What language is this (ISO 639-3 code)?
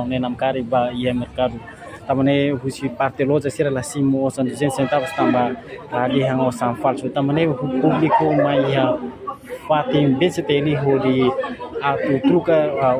tet